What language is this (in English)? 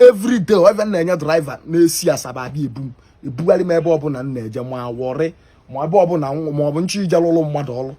Igbo